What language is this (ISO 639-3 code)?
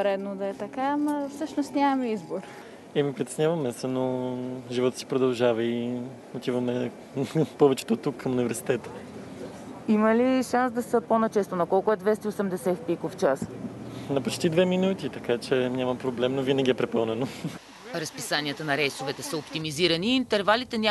bul